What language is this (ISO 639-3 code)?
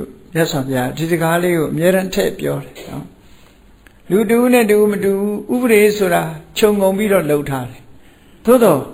mya